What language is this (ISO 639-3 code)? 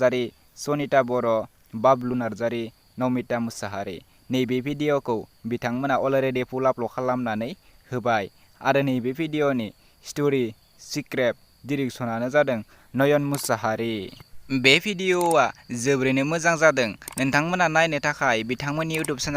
brx